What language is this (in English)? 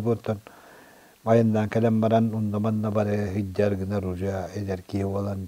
Yakut